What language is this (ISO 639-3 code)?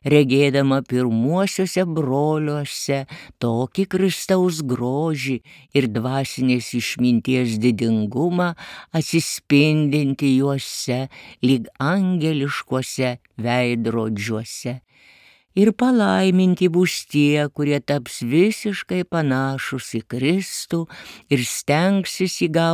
lit